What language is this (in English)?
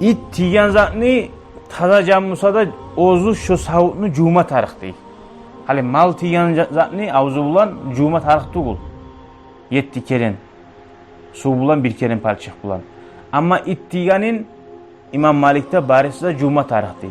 Kumyk